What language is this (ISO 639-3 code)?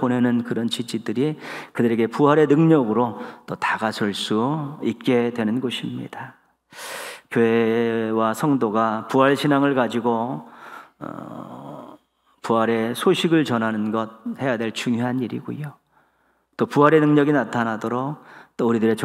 kor